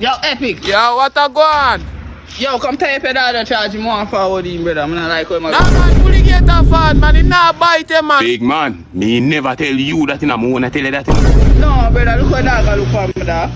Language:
Jamaican Creole English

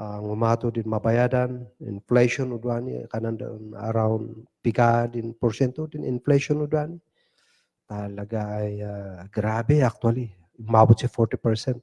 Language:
Kankanaey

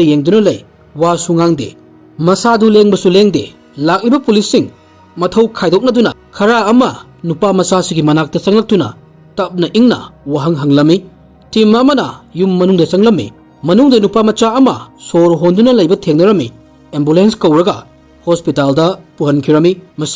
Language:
Manipuri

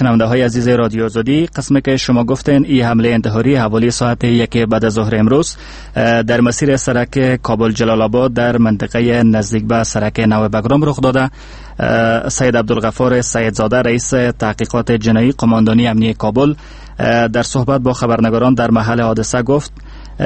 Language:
Persian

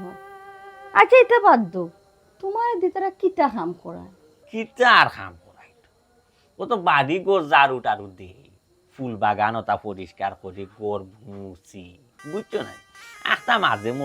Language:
Sylheti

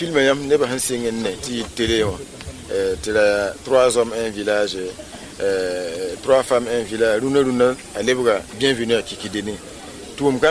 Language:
Mossi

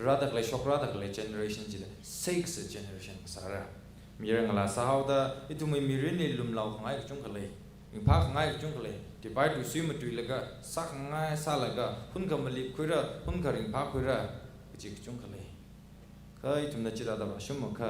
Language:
Tangkhul Naga (India)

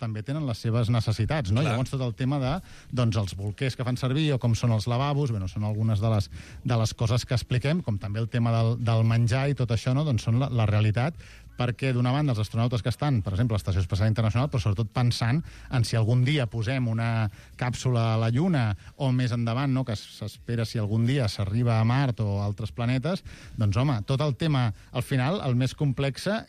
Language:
Catalan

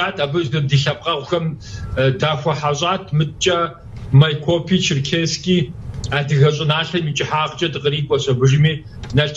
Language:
Kabardian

